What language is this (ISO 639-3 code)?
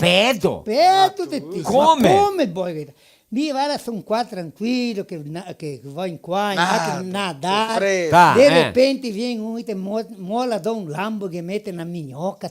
vec